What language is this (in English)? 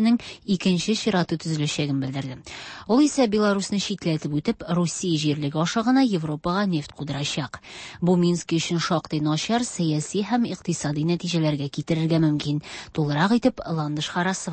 Tatar